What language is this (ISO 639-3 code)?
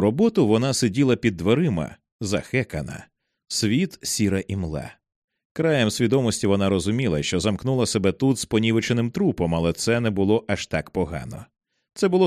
ukr